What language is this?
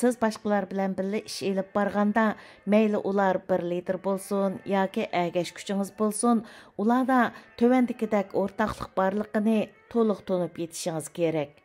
Uyghur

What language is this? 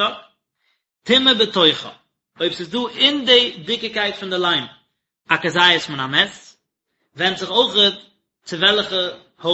Yiddish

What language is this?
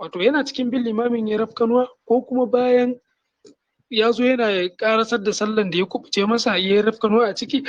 Hausa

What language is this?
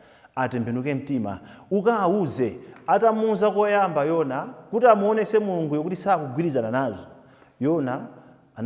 Nyanja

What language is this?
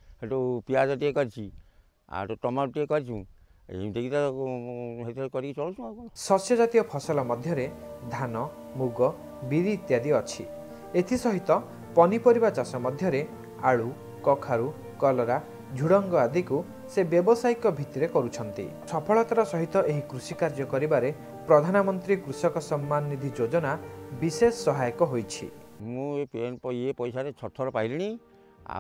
Odia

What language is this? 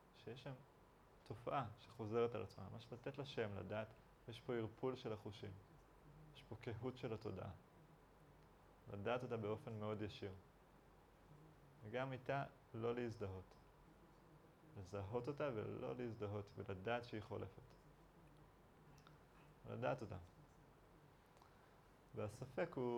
Hebrew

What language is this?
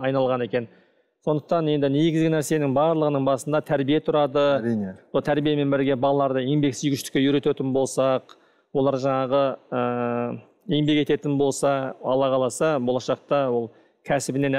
Kazakh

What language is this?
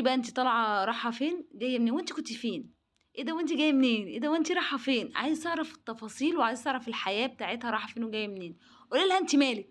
Egyptian Arabic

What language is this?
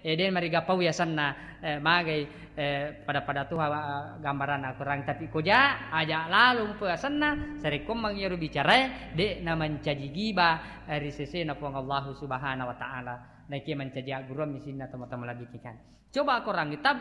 Buginese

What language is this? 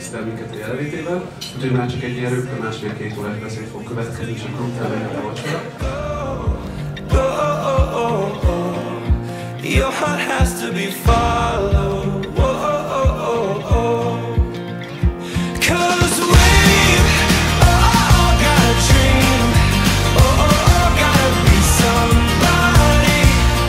Hungarian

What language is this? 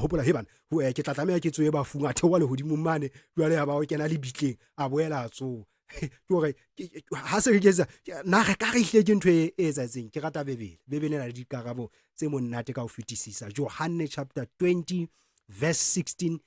Southern Sotho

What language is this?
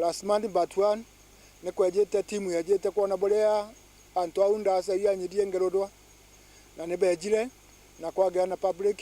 Meru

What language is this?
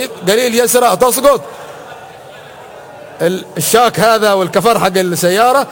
Arabic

